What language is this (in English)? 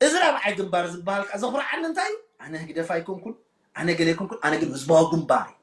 Tigrinya